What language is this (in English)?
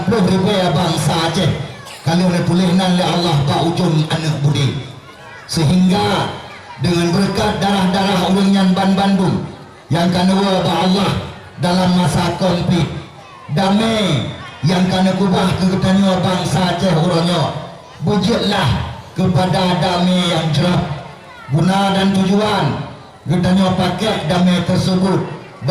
Achinese